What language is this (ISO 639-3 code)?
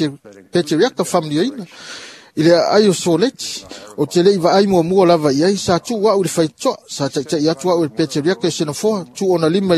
smo